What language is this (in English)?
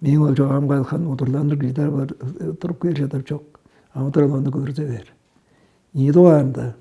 Tuvinian